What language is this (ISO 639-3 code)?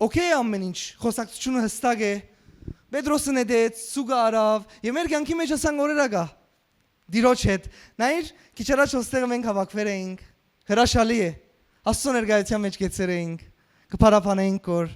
hyw